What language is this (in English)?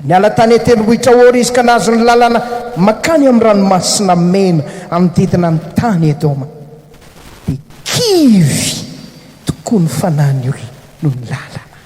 Malagasy